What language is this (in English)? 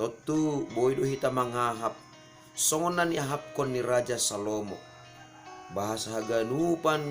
Batak Simalungun